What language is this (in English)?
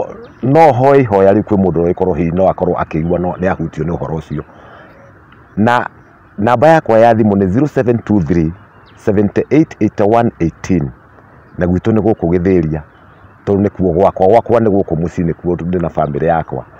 Kikuyu